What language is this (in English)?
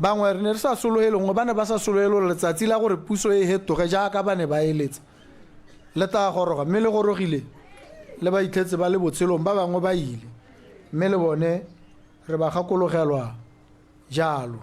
Tswana